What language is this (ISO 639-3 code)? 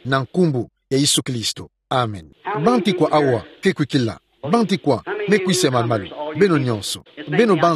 ktu